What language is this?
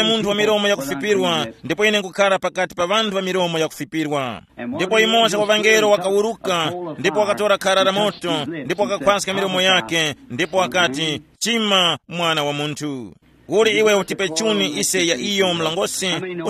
Tumbuka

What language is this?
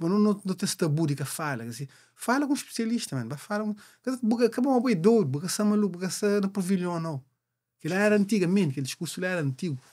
Kabuverdianu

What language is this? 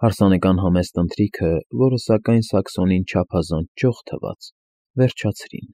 Armenian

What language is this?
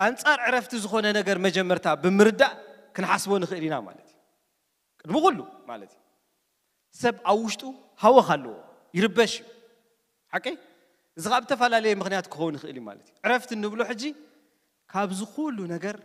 Tigrinya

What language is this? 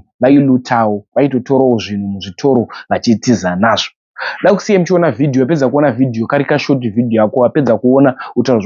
Shona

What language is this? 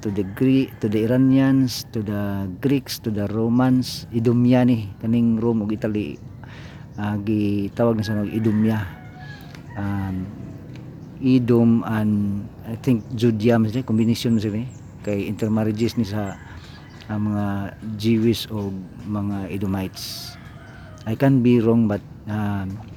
Cebuano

